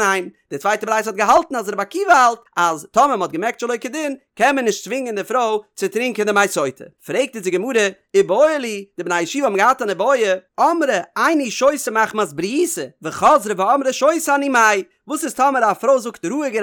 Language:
Yiddish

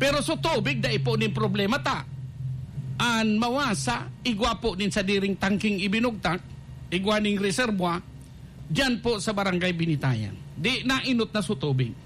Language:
Bikol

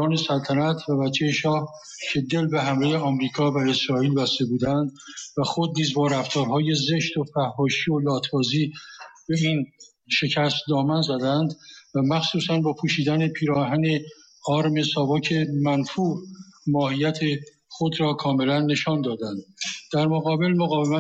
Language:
Persian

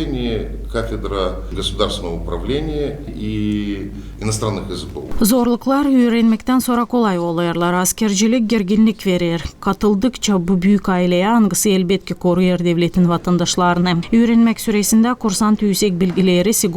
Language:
Gagauz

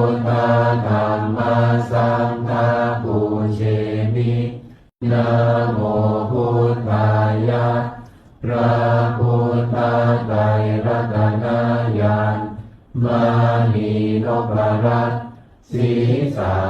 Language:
Pali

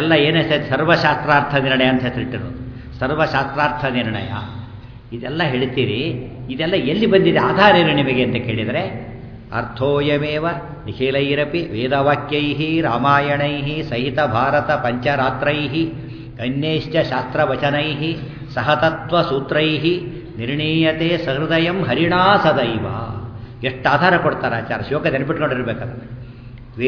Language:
Kannada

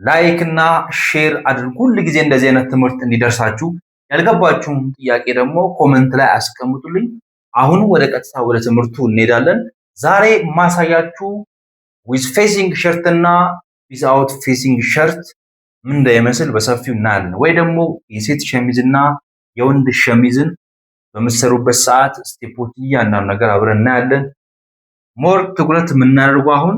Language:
Amharic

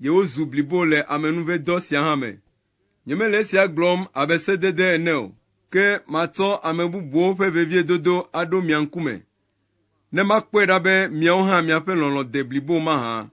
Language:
Ewe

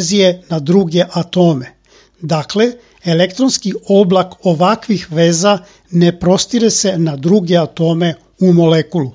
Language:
Serbian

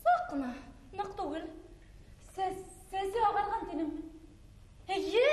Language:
Bashkir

